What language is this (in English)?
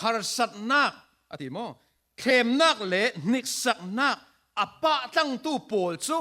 Falam Chin